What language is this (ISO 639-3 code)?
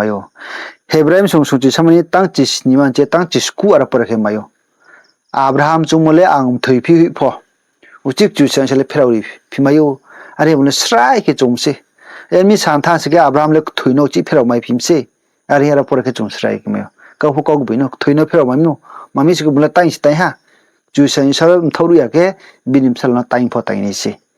ria